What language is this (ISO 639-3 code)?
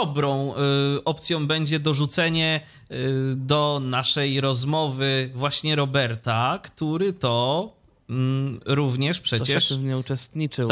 pol